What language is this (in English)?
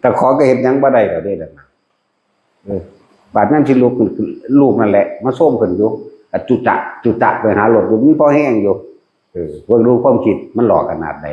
Northeastern Thai